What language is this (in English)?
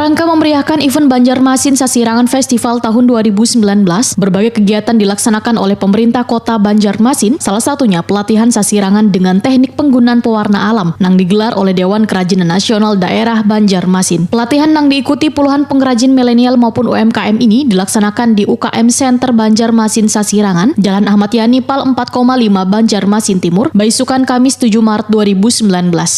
Banjar